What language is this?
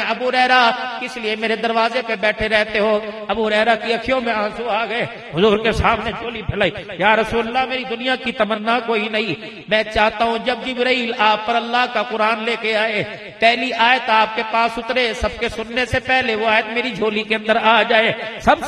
Urdu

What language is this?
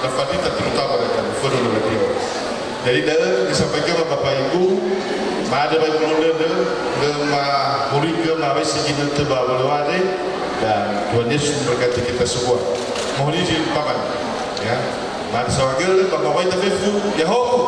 Nias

